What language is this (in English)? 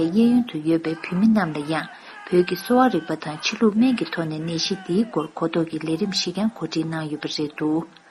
Tibetan